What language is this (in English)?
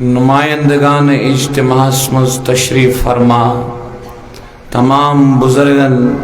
Kashmiri